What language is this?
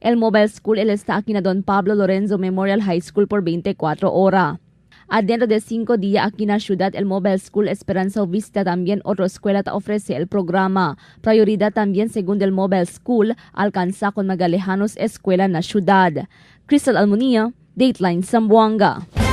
Chavacano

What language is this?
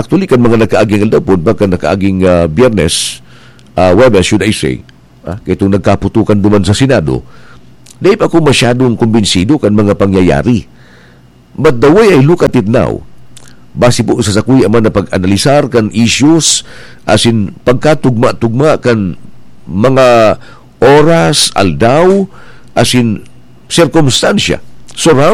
Bikol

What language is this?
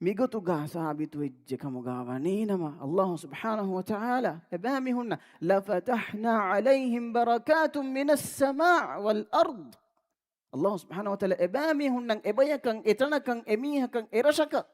Divehi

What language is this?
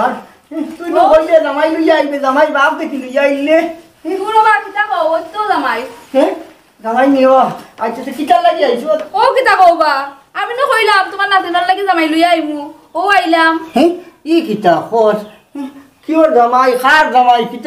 Sylheti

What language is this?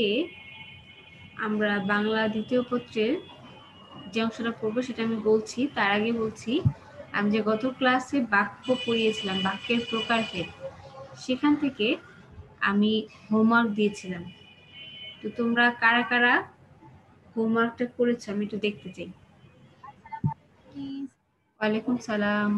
Bangla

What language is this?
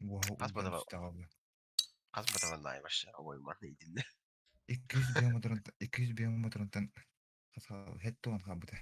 Yakut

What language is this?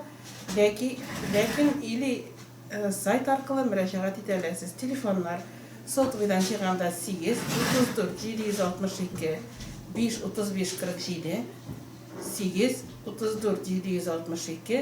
Tatar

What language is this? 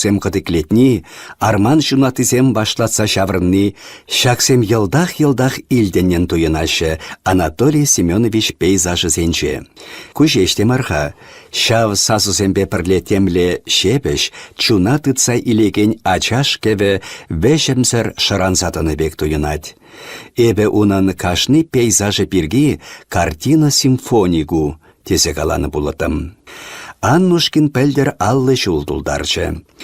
Chuvash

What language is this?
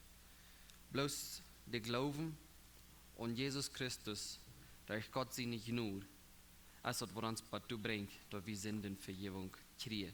Plautdietsch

